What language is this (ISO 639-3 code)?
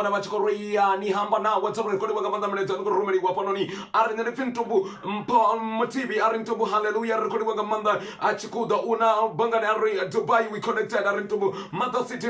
ven